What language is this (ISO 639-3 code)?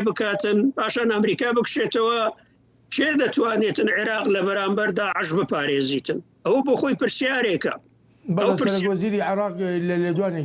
ckb